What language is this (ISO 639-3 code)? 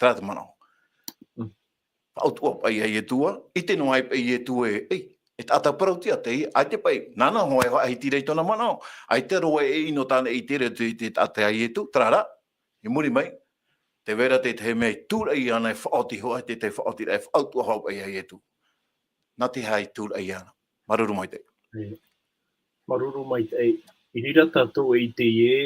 tah